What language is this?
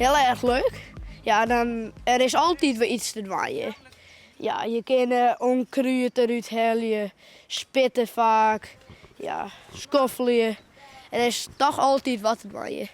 Western Frisian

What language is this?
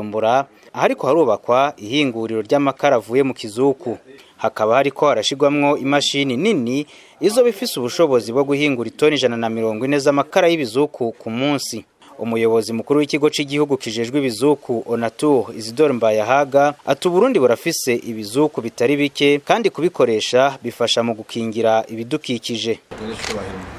Rundi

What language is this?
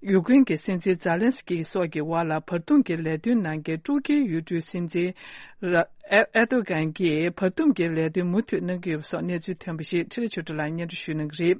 Tibetan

